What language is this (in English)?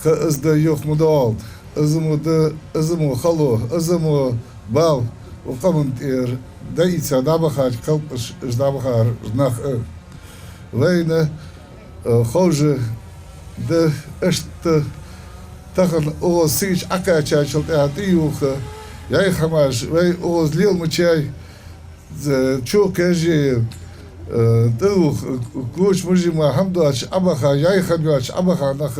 Ingush